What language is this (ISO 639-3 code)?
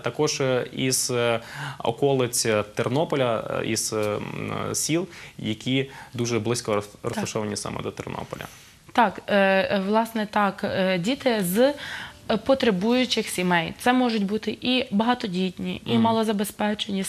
ukr